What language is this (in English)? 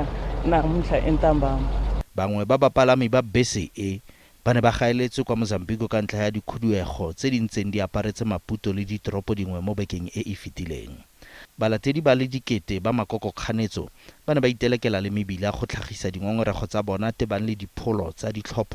Tswana